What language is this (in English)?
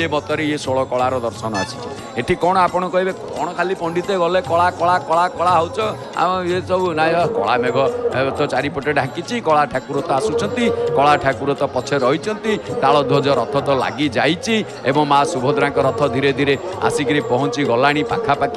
Odia